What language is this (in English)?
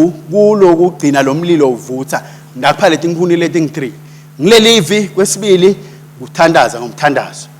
Swati